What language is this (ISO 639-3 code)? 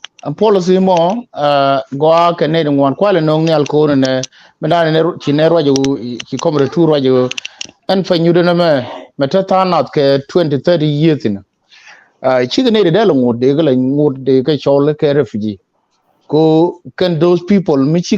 nus